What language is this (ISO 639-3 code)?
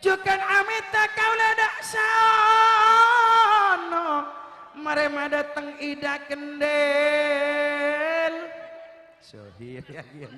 mad